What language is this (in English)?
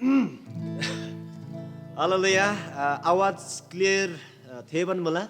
Eastern Tamang